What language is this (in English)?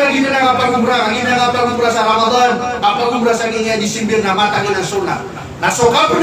Maranao